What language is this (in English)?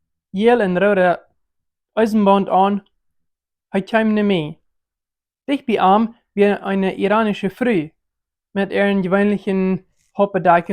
Plautdietsch